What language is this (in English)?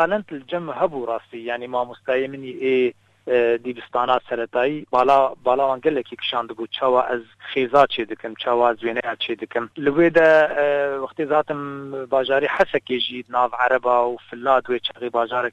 Kurdish